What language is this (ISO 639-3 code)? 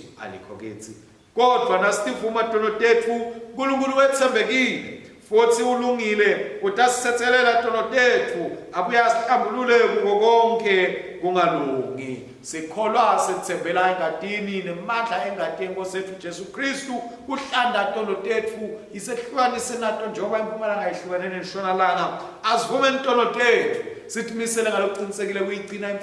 ssw